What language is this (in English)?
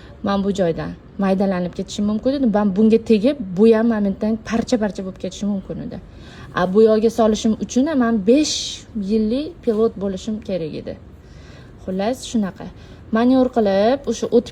Uzbek